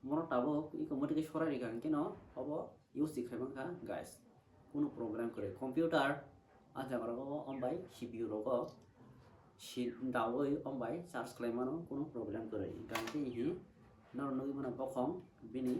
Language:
Kok Borok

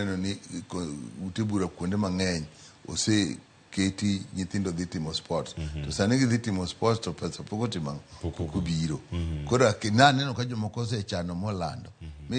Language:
Luo (Kenya and Tanzania)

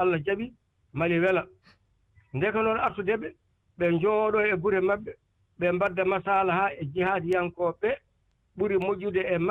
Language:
Fula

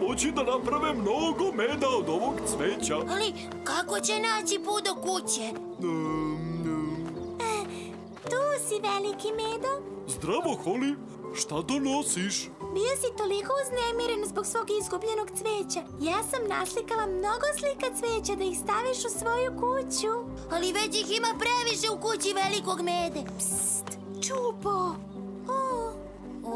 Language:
Serbian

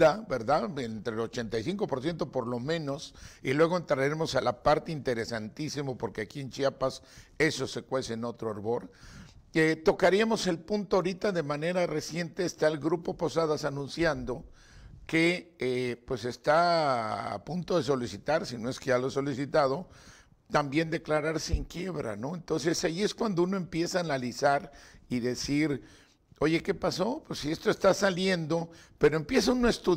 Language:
Spanish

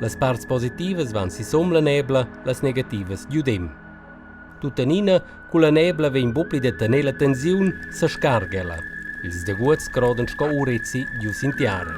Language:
Romansh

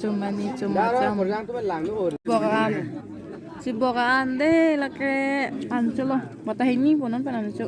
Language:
Karbi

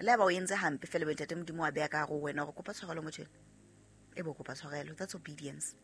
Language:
Southern Sotho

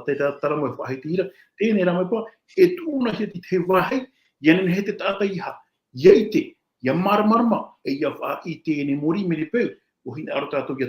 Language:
Tahitian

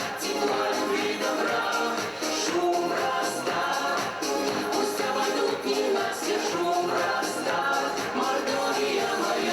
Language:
Erzya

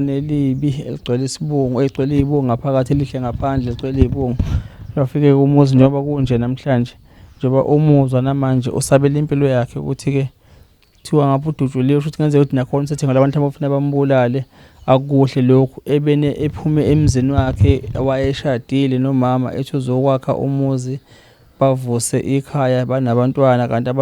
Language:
Zulu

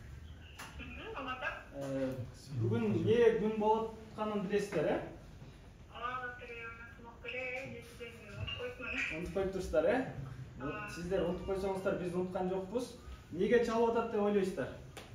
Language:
Kyrgyz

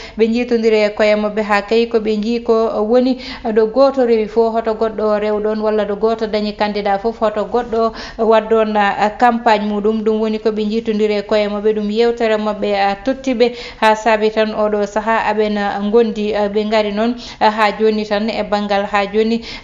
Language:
Fula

